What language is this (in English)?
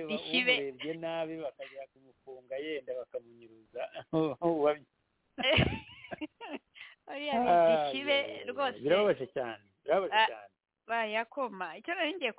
Kinyarwanda